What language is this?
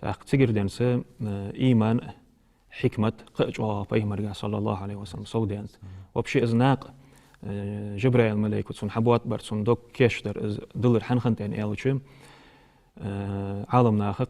Ingush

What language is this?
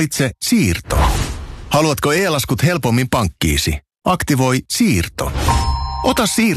Finnish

